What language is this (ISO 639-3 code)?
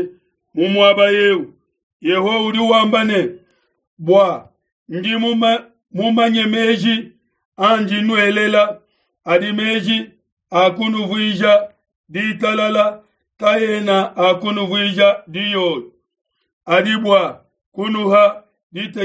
lua